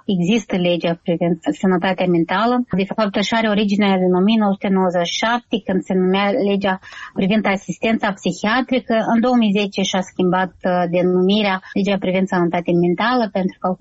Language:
Romanian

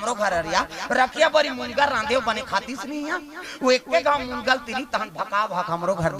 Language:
Chhattisgarhi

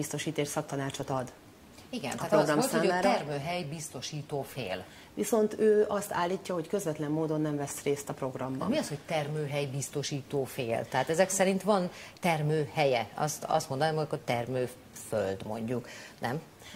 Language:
Hungarian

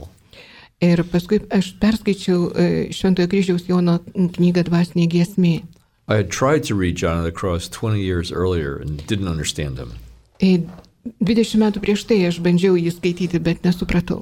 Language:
Lithuanian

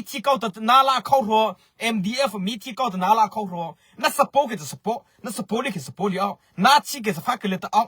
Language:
Mara Chin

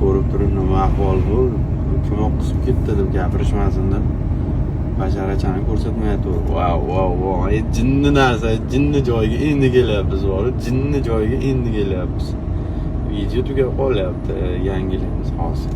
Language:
Uzbek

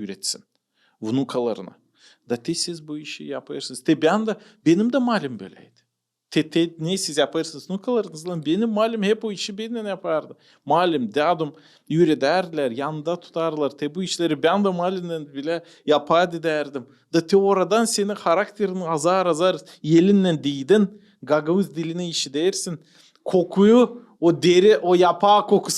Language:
Gagauz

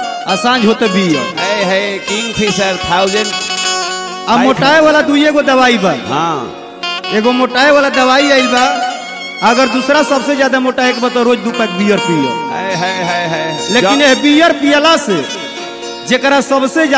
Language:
Bhojpuri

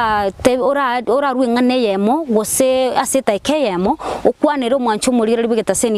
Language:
Gusii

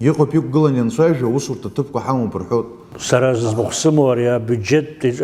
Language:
Abkhazian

